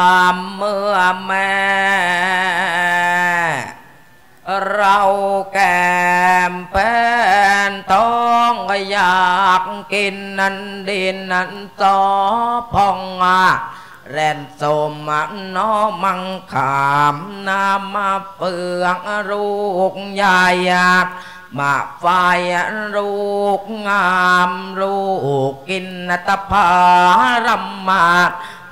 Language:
Thai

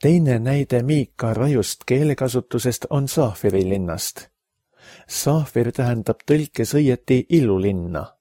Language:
Estonian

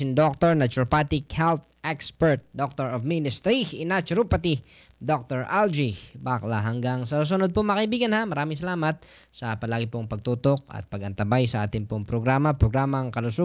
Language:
Filipino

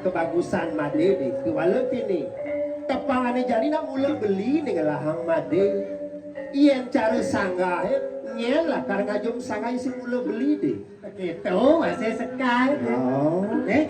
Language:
Balinese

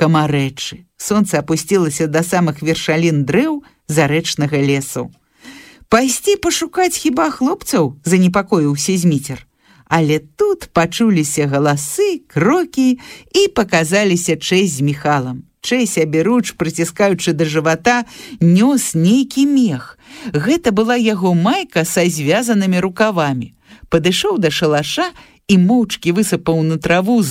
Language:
Belarusian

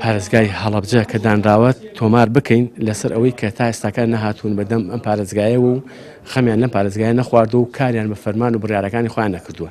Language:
Central Kurdish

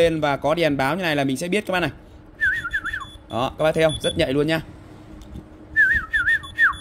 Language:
Vietnamese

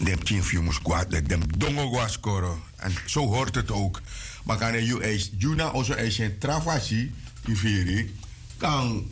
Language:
Sranan Tongo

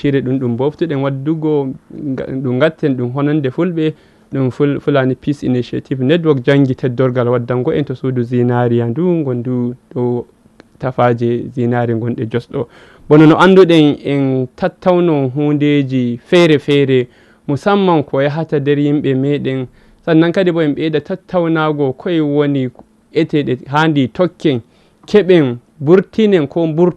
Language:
Fula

